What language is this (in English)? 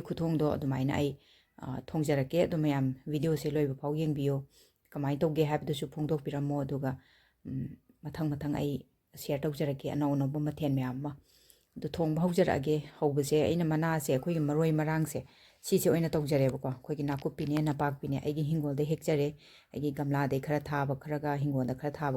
Manipuri